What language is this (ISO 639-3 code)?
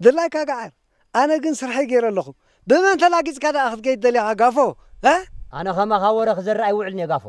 tir